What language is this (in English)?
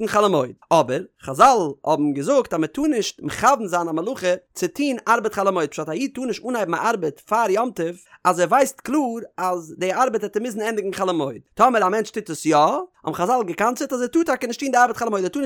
Yiddish